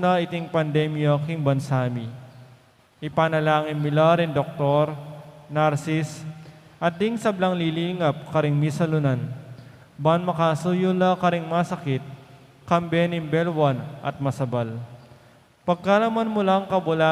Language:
Pampanga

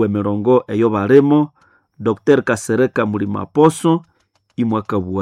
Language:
Nande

